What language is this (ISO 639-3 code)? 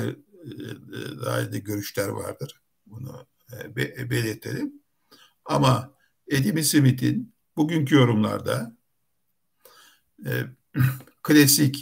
tur